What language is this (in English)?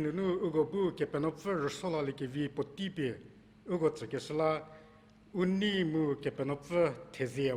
Angami Naga